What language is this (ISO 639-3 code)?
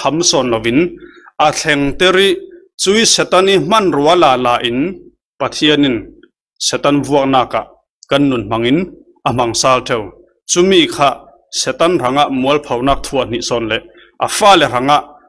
cfm